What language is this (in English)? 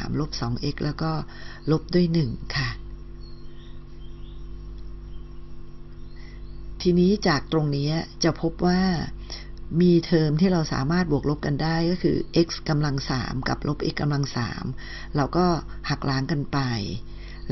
Thai